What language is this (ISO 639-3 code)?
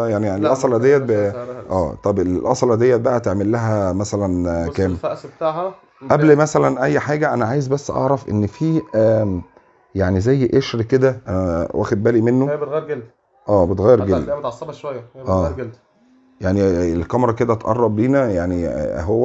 arz